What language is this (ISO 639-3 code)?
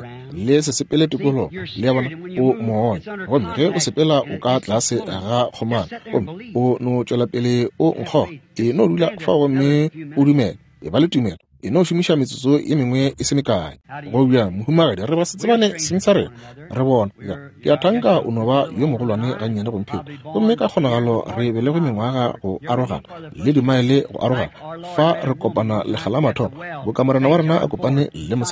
nso